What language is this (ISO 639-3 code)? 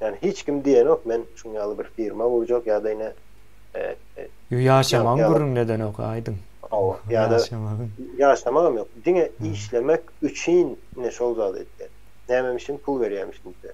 tuk